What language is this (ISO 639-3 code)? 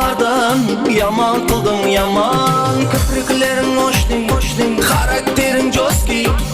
kaa